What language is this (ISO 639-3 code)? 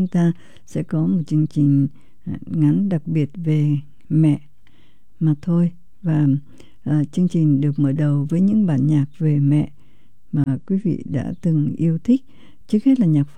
vie